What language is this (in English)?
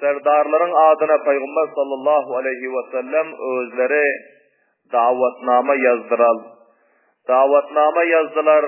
Turkmen